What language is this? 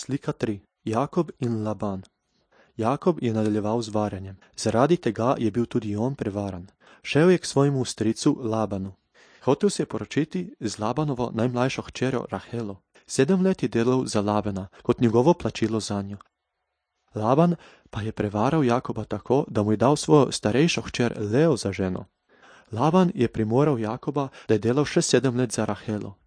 Slovenian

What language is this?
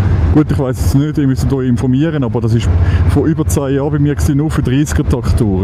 Swiss German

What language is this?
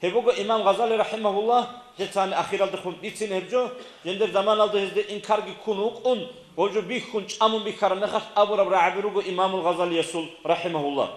Avaric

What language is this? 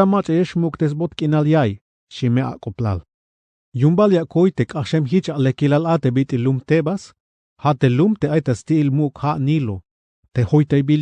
Tzeltal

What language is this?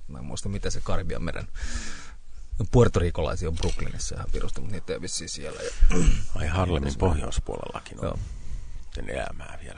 Finnish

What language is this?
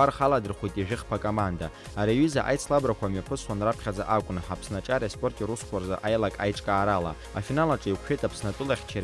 Abkhazian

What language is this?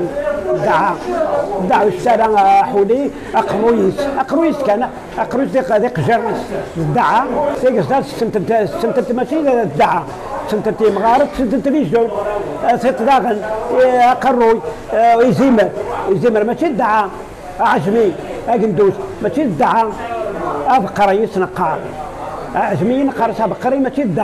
Kabyle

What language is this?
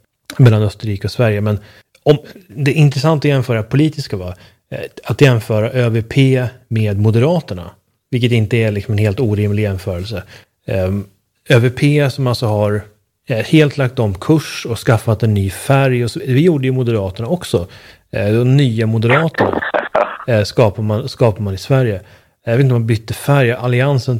Swedish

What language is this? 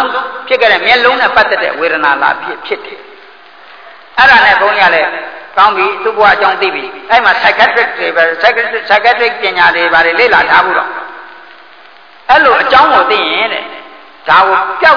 Burmese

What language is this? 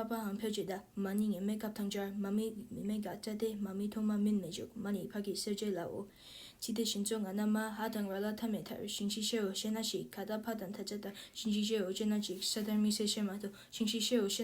Tibetan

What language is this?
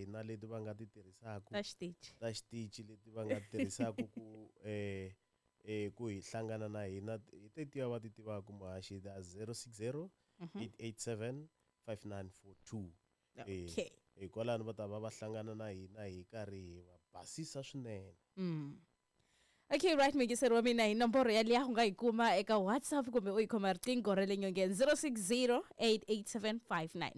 Tsonga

